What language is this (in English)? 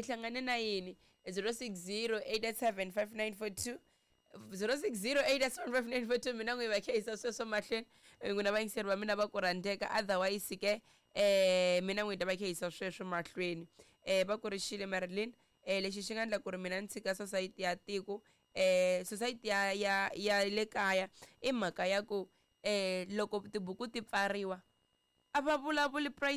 Tsonga